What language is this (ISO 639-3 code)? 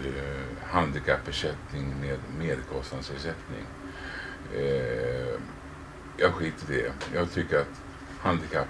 swe